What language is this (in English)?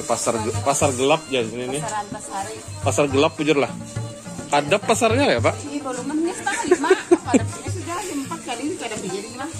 Banjar